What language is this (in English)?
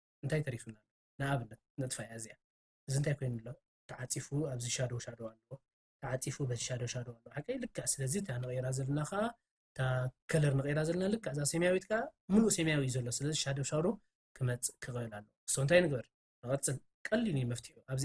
Tigrinya